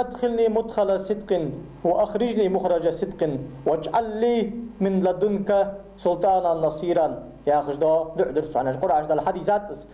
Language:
Ingush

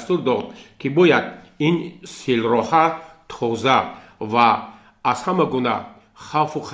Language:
Tajik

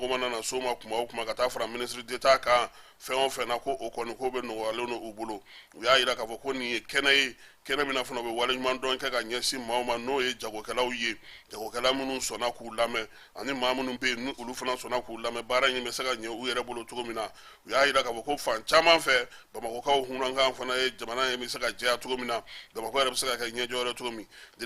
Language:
Bambara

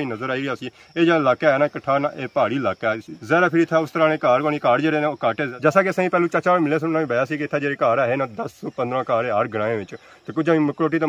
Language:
Pahari-Potwari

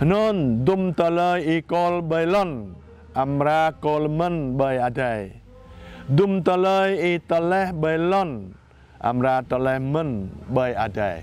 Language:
Jarai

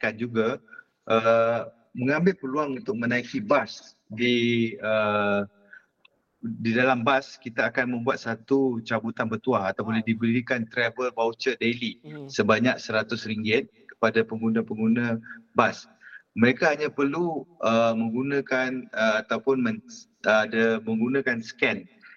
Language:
Malay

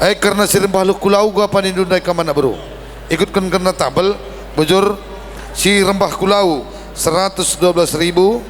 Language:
Batak Karo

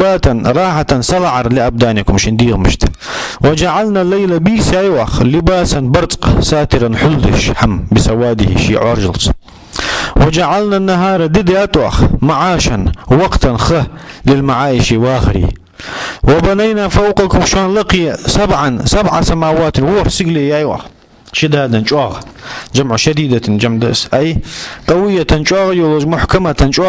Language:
Ingush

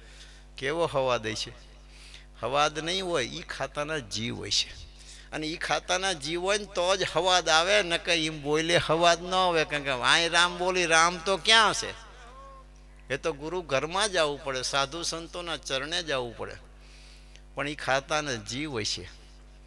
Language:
Gujarati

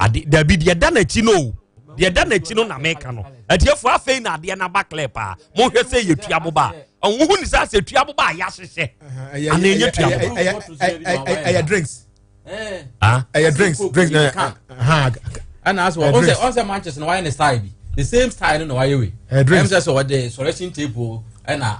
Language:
Akan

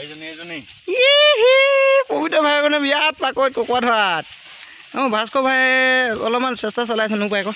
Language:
Assamese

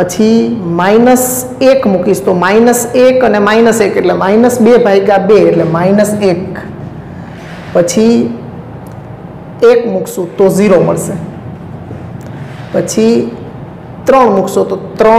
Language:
Gujarati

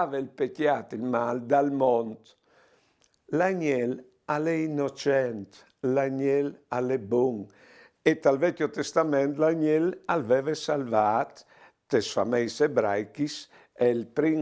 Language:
Friulian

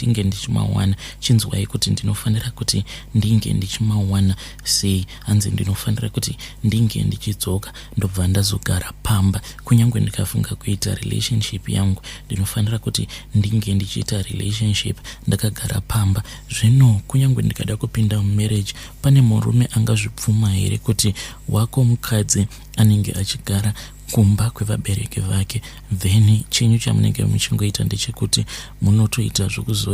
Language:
Shona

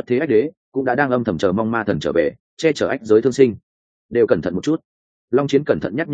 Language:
Vietnamese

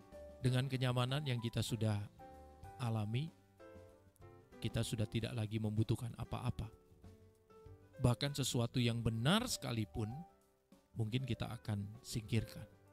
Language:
Indonesian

